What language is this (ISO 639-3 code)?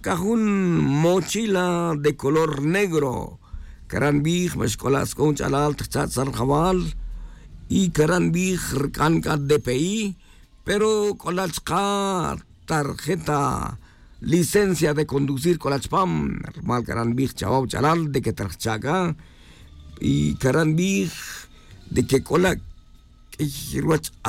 tzj